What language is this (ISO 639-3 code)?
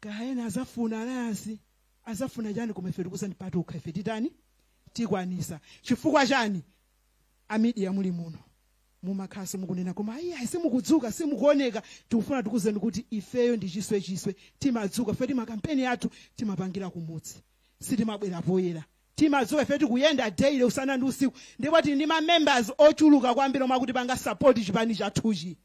nya